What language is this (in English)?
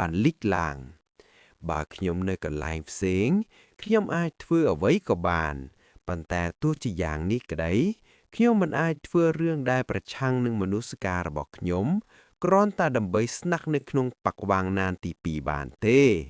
Khmer